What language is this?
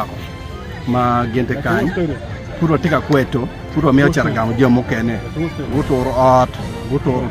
Acoli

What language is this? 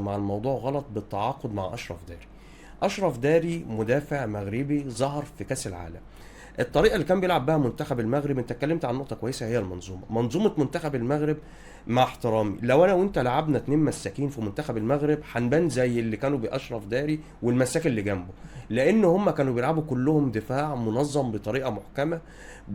Egyptian Arabic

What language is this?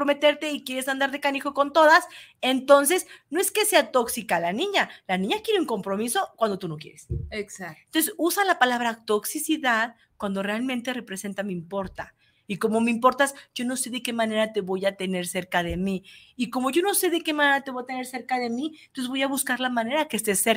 Spanish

